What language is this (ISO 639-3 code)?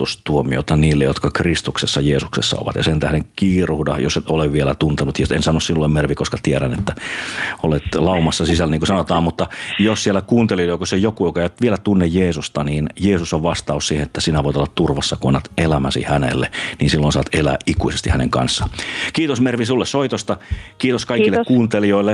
fin